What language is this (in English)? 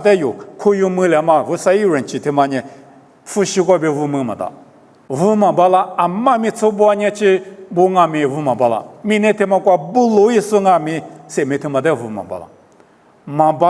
Lisu